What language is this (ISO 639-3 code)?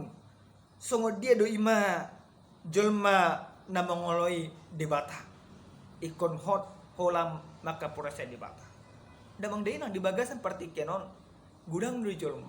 bbc